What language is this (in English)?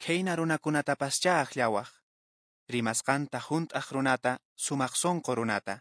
Quechua